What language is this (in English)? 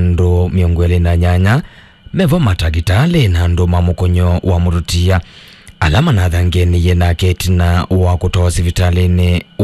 Kamba